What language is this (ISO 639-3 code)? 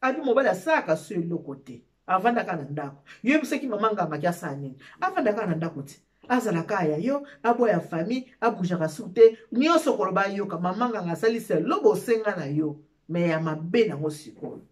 lin